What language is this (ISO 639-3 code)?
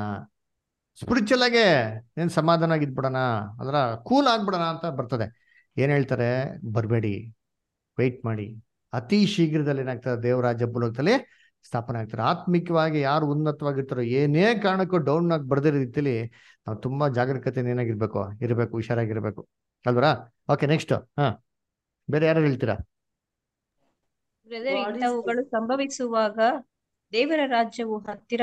kan